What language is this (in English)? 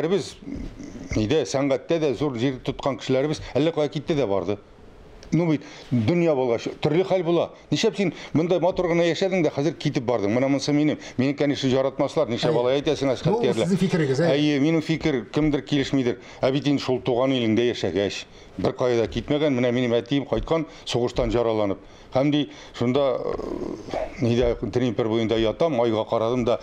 Tatar